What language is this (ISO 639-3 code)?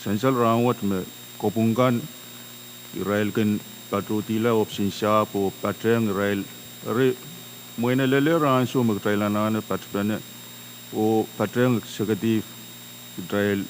pon